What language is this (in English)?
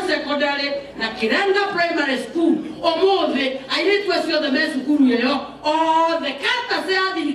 Kikuyu